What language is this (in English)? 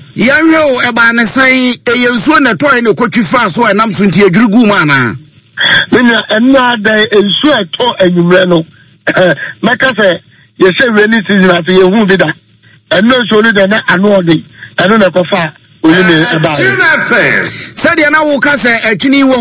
Akan